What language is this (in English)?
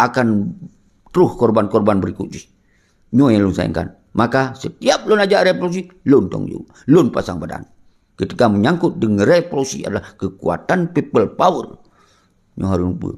Achinese